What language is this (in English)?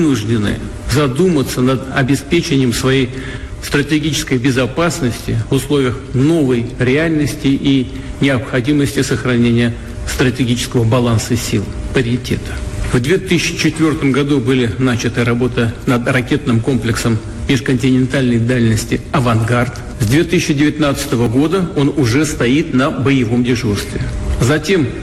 Russian